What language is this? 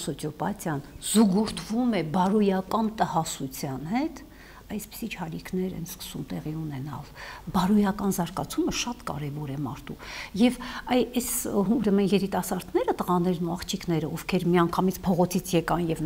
Armenian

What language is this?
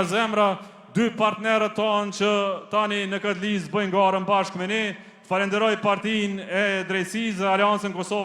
Albanian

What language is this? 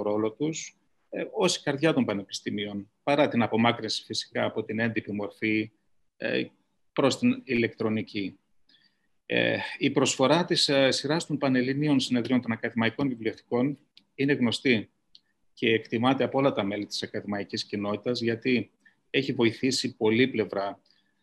Greek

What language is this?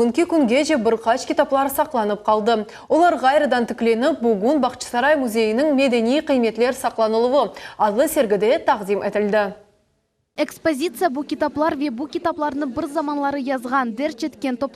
Crimean Tatar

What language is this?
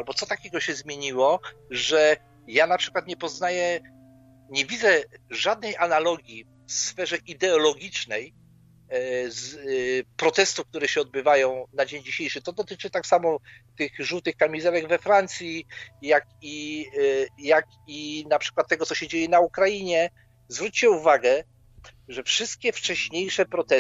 Polish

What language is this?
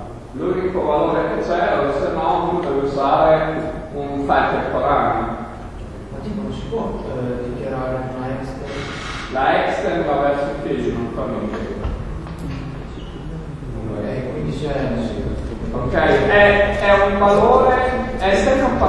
Italian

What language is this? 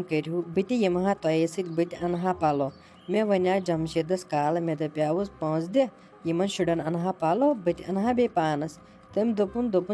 Kashmiri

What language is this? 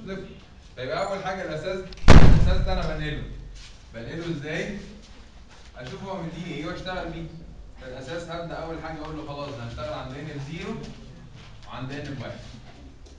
Egyptian Arabic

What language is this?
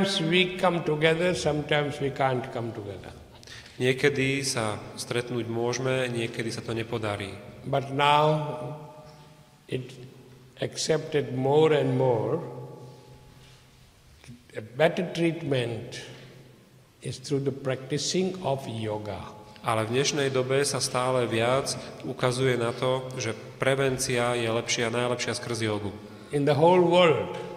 Slovak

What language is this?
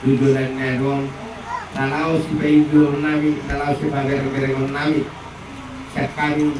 Batak Toba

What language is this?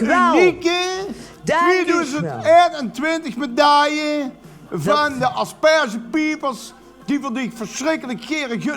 Limburgish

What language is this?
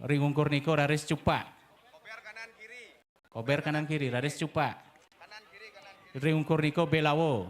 Balinese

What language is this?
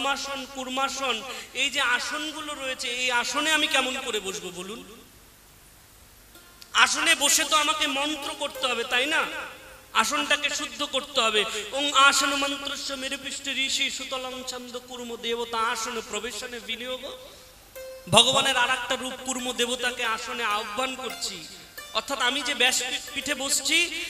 Bangla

